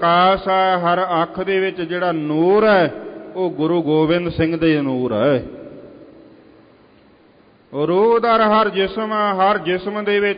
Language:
Punjabi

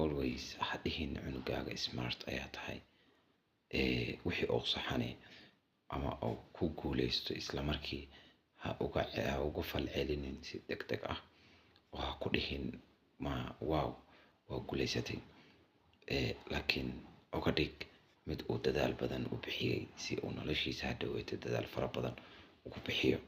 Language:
Somali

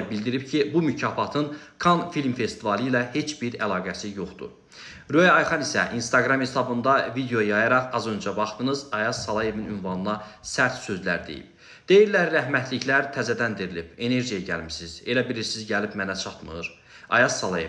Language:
Azerbaijani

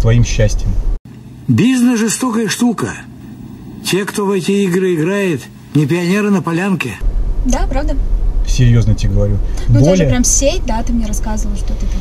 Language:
Russian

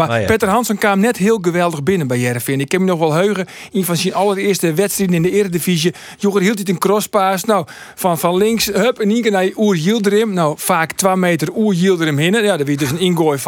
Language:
Western Frisian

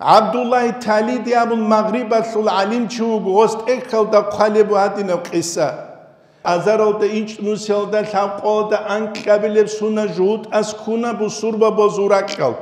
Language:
Avaric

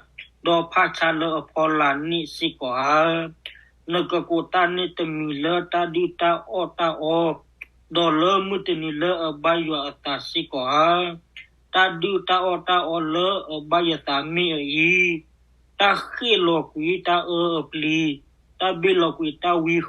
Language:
S'gaw Karen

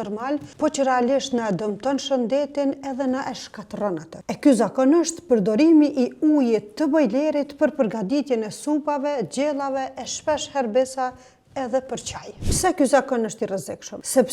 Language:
Albanian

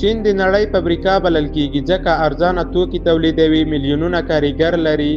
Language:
Pashto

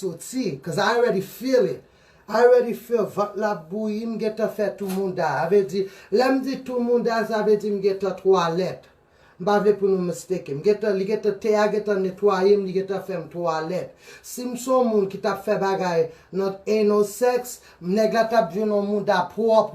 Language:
Haitian Creole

